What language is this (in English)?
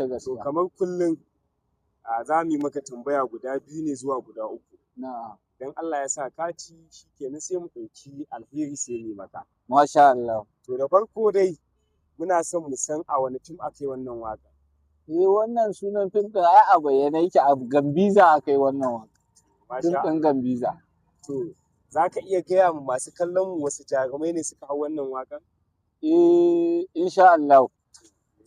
Hausa